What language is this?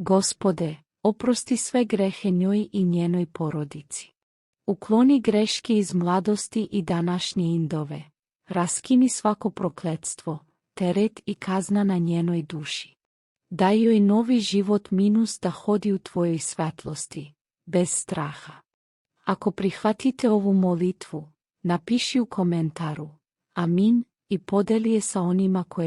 Macedonian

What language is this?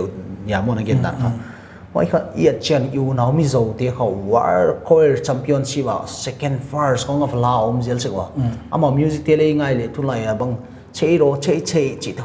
Paite Chin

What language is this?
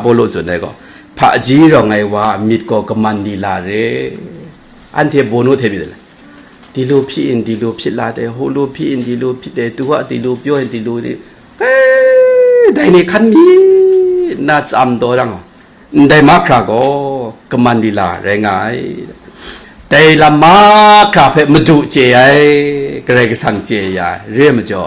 Kachin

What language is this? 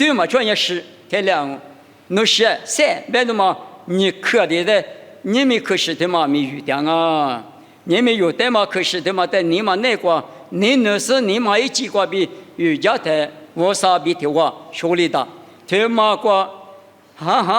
Lisu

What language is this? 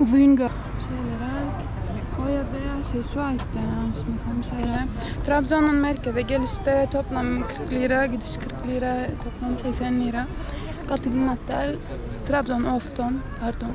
Turkmen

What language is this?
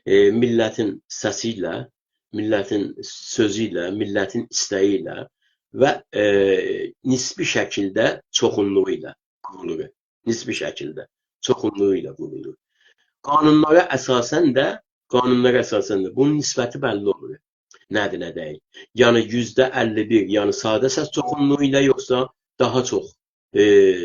South Azerbaijani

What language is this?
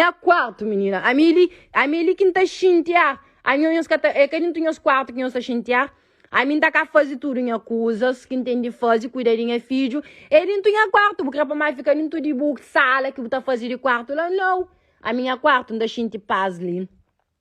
Kabuverdianu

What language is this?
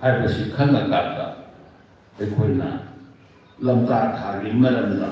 Manipuri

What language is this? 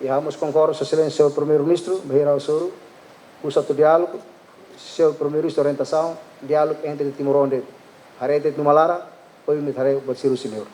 Tetum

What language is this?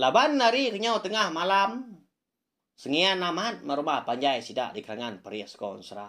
Iban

